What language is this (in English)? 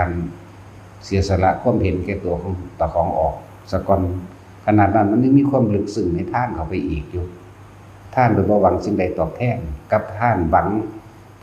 Northeastern Thai